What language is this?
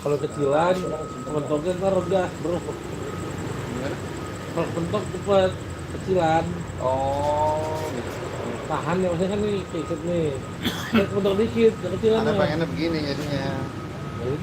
Betawi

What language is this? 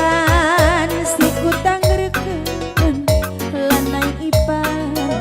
Batak Karo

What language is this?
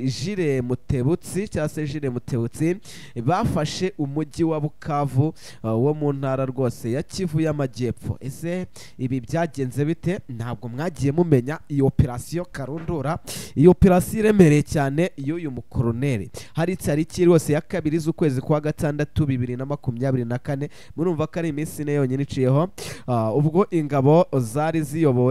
Kinyarwanda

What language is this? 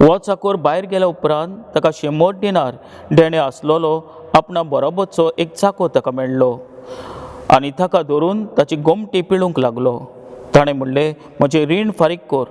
Konkani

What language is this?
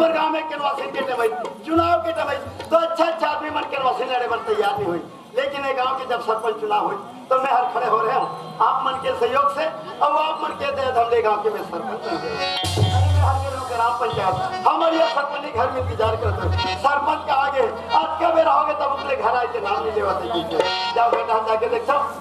Chhattisgarhi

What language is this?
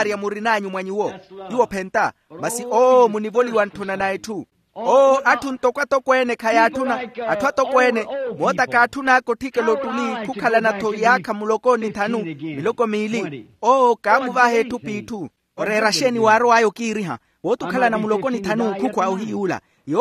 Makhuwa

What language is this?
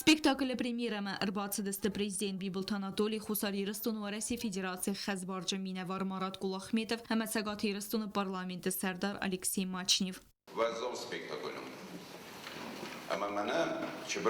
Ossetic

